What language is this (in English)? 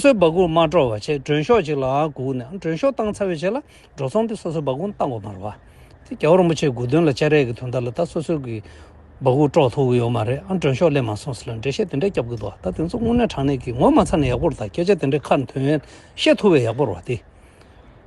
Tibetan